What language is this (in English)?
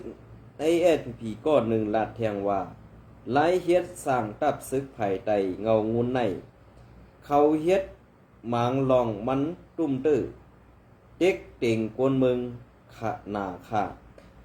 Shan